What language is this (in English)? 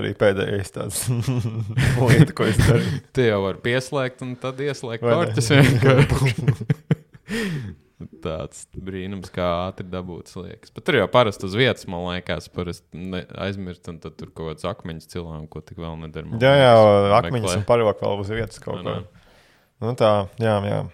Latvian